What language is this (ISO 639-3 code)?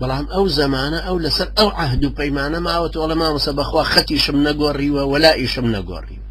ckb